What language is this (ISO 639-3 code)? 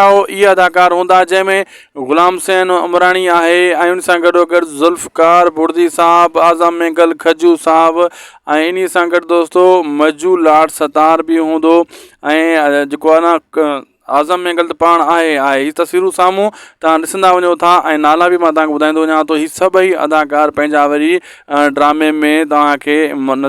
snd